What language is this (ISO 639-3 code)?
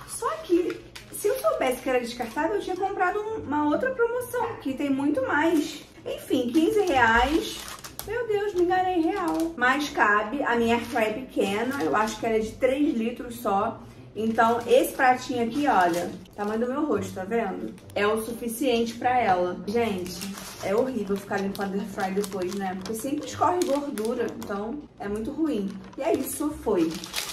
por